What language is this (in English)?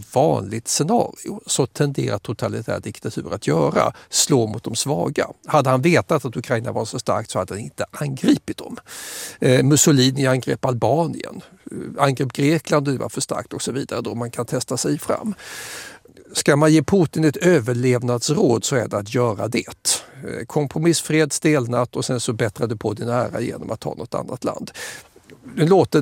Swedish